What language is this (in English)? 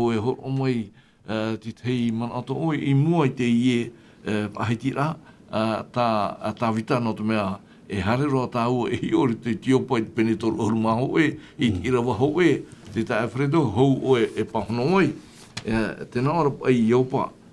Tahitian